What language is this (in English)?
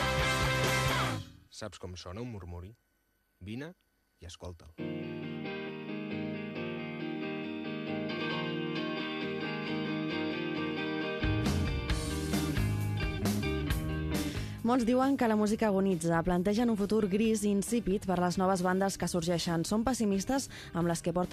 Catalan